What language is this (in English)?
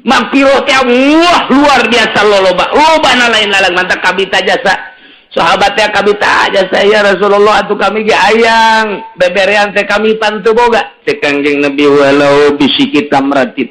Sundanese